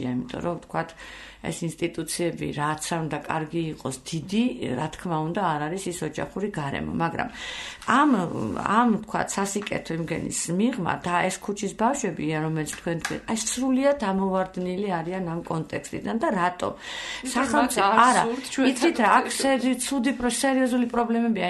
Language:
Georgian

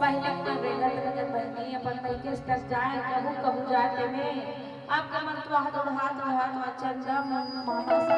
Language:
Chhattisgarhi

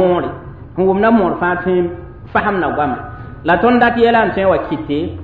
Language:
Mossi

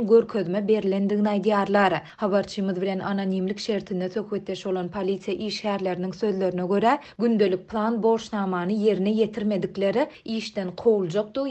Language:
Turkmen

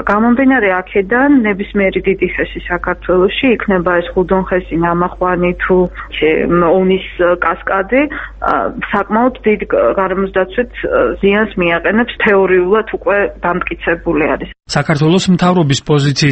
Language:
Georgian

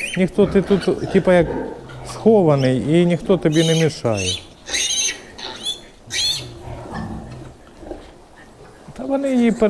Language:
Ukrainian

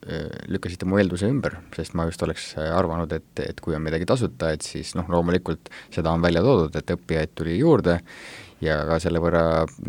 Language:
Estonian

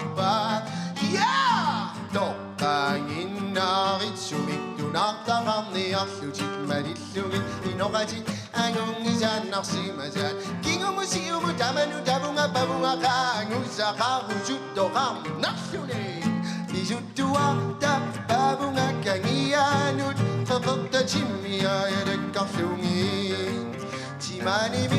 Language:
Kalaallisut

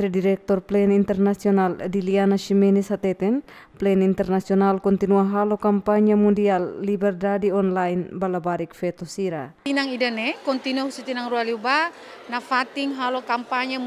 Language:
Tetum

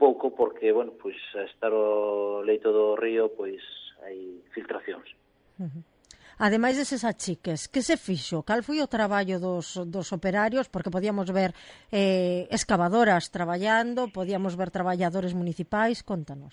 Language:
Galician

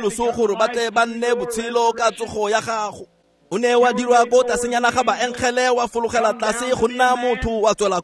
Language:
Tswana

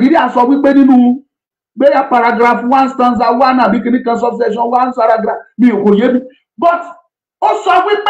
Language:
Yoruba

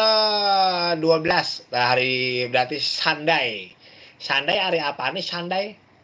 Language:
Betawi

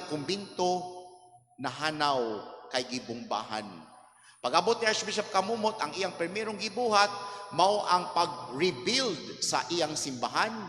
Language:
Cebuano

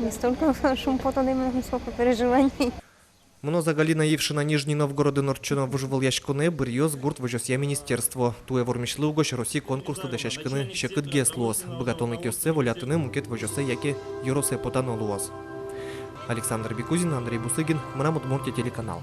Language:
Udmurt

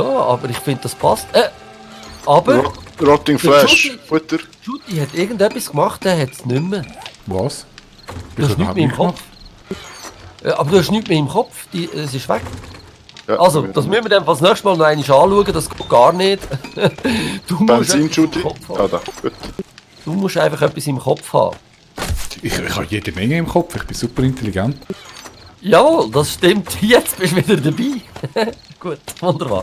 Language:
Swiss German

